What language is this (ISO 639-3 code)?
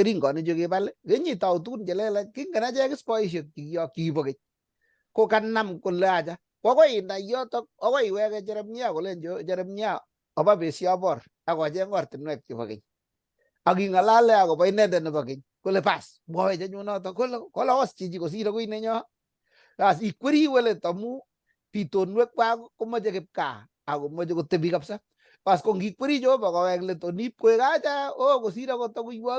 kln